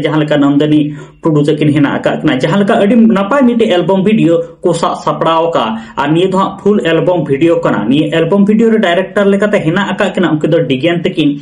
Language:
Santali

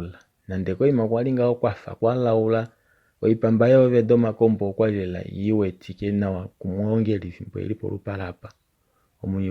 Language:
Kuanyama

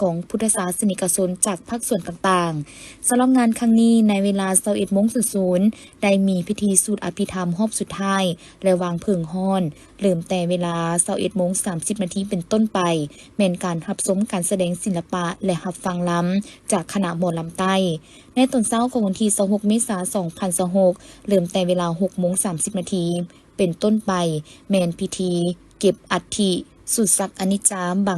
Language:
Lao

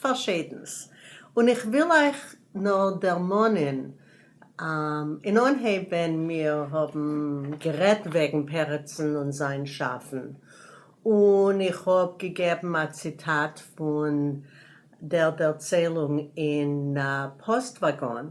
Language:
Yiddish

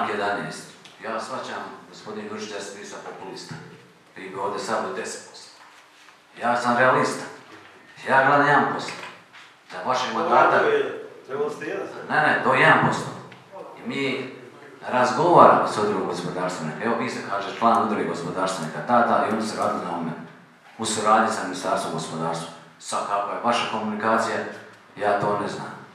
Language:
Croatian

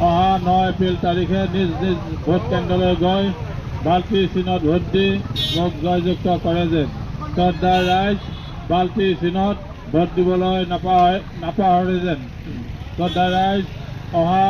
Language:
Assamese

